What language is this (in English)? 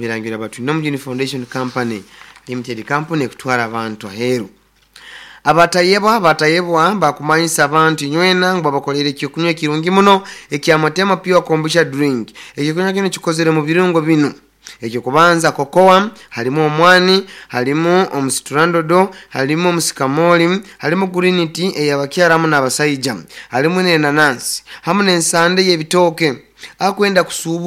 Nyoro